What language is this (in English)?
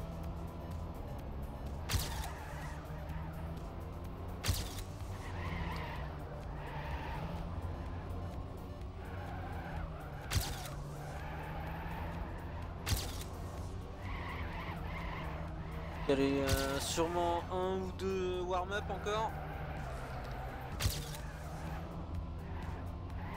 French